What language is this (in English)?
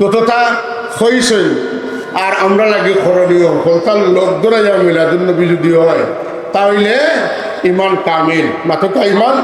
Sylheti